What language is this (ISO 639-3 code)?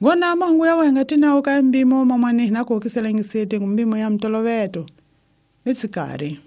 tso